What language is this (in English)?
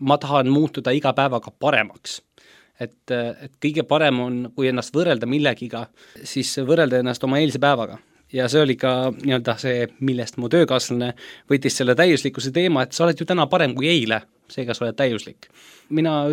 Estonian